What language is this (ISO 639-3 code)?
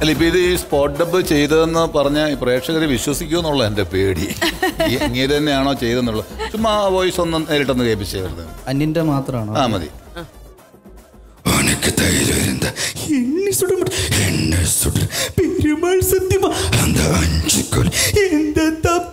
mal